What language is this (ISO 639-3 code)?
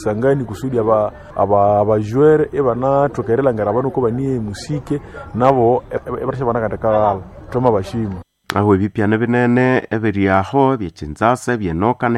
swa